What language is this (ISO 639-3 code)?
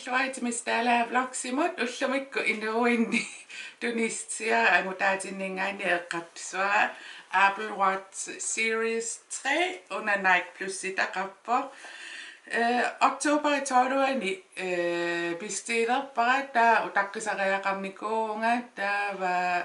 kal